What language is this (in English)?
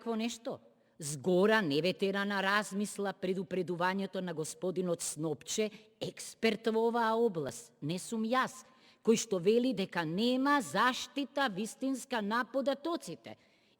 Macedonian